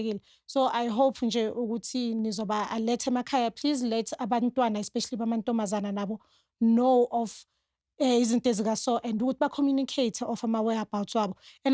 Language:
Zulu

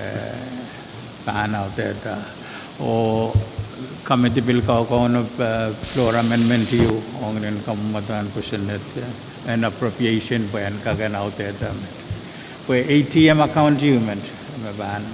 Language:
Pohnpeian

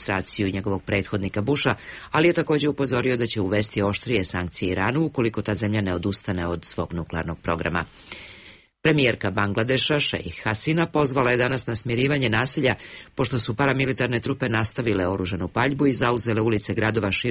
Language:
Serbian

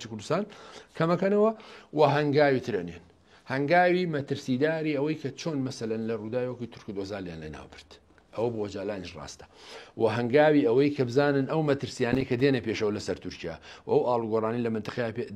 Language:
Central Kurdish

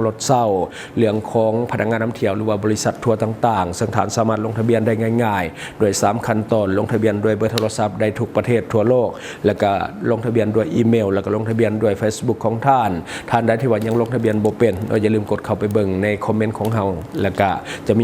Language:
Lao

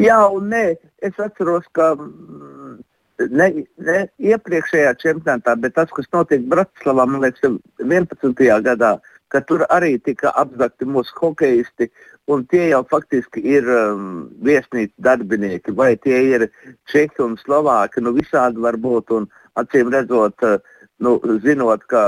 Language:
Latvian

